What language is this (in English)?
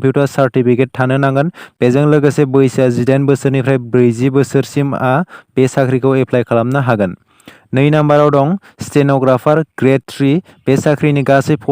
Bodo